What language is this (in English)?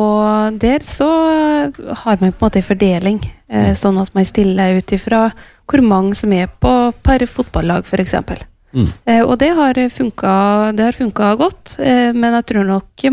Norwegian